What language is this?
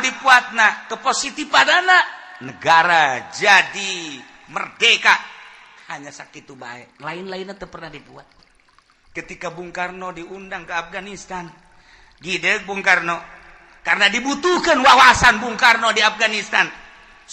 Sundanese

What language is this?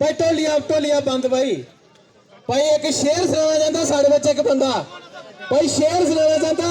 Dogri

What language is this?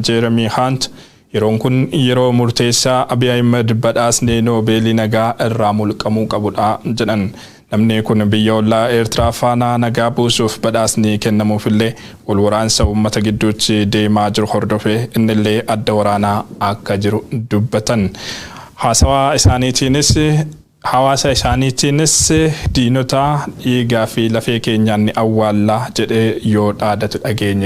Oromo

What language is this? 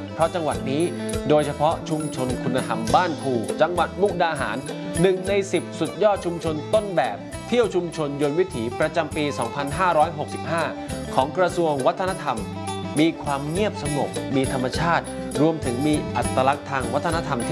Thai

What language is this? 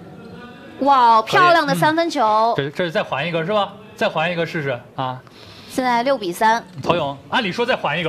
Chinese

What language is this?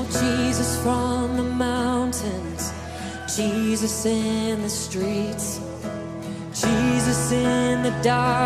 Fijian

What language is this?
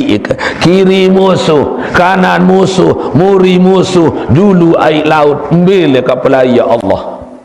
Sasak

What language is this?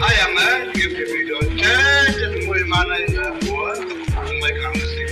Naga Pidgin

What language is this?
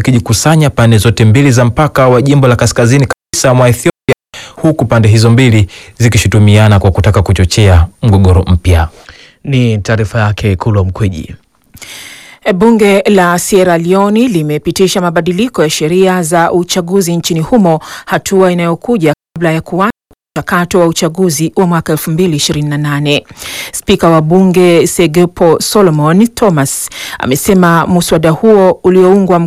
Swahili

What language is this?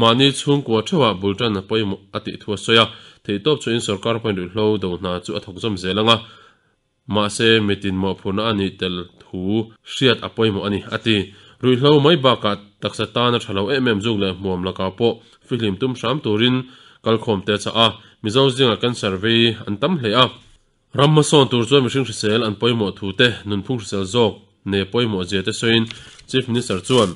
Mizo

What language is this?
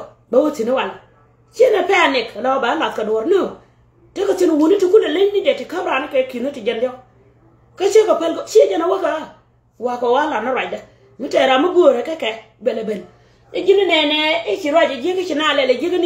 Nuer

